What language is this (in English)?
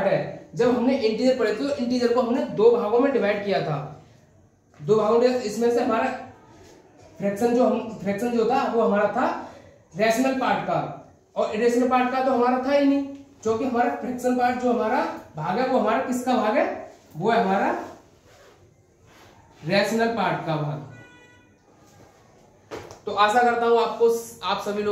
Hindi